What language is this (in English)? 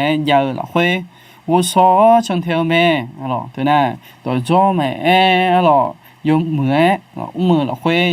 Akha